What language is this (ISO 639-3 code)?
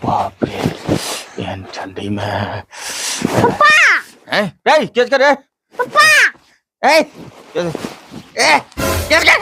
anp